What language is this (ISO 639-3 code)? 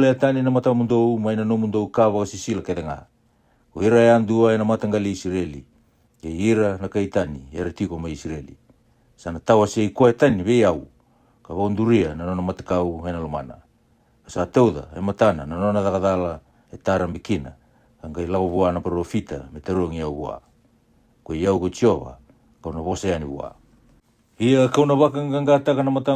fij